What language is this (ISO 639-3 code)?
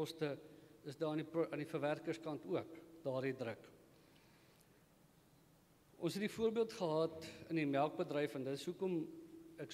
afr